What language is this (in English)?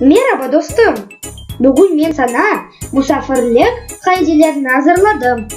Crimean Tatar